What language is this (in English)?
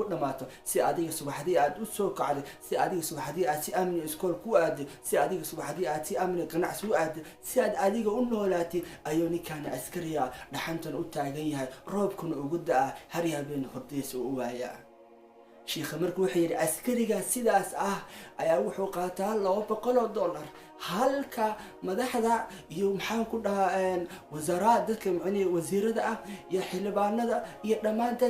Somali